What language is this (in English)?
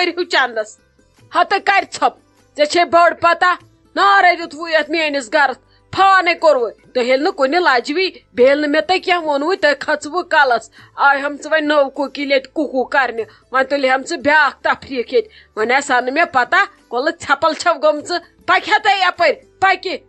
Kashmiri